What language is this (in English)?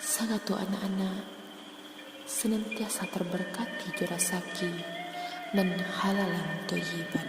Minangkabau